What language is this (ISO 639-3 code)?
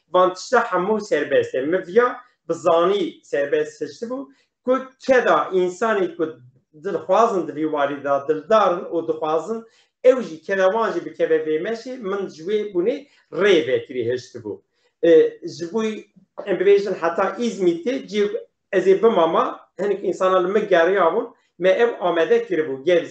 kur